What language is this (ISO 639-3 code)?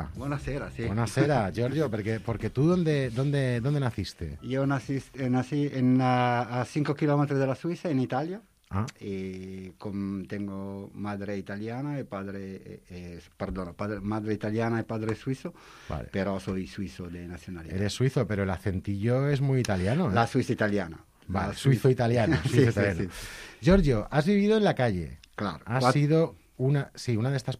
cat